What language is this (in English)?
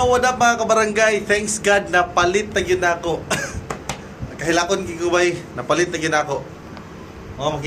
Cebuano